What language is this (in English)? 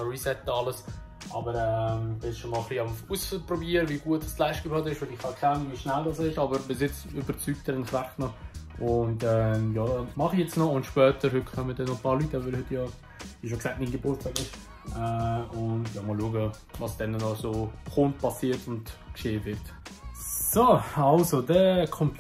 Swiss German